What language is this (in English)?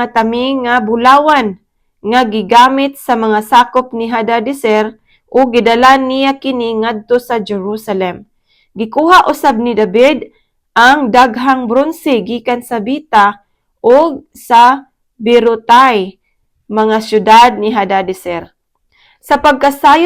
Cebuano